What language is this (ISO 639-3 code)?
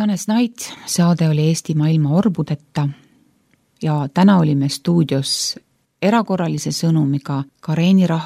est